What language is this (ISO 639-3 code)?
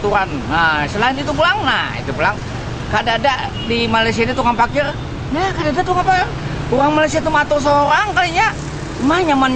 bjn